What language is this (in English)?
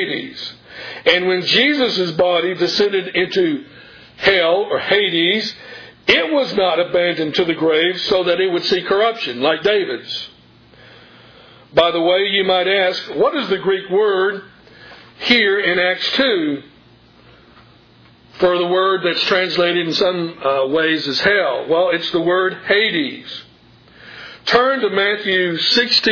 English